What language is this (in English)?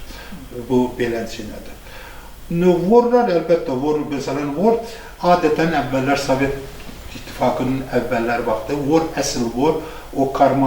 Azerbaijani